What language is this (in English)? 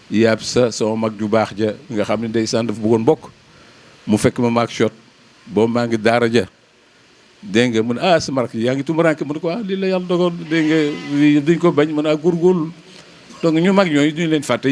Wolof